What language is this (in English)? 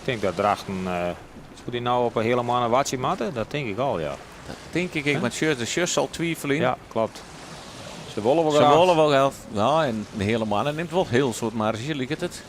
Western Frisian